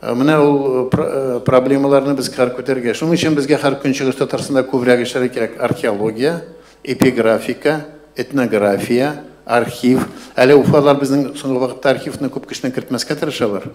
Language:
Tatar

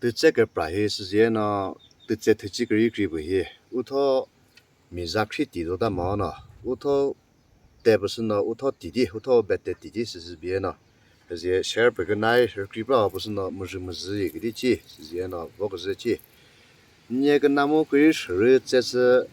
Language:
Chokri Naga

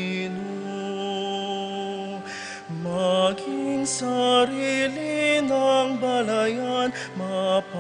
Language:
Pampanga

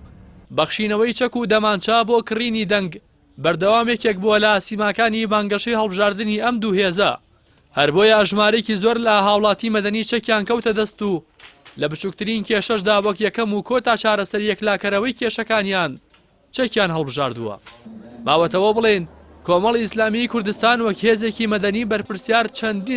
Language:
Central Kurdish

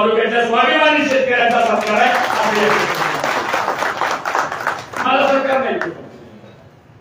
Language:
Marathi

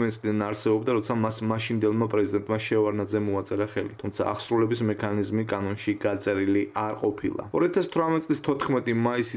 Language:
Georgian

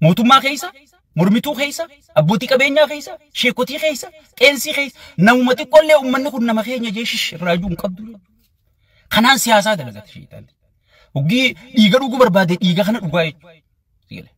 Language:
Oromo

